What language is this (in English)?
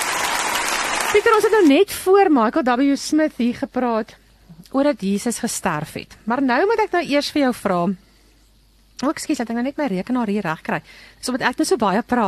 Afrikaans